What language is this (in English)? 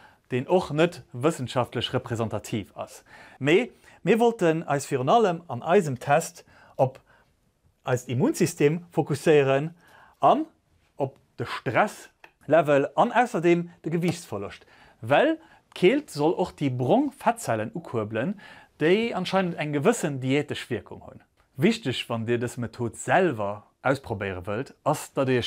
Luxembourgish